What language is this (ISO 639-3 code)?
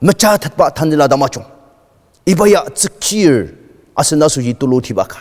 njo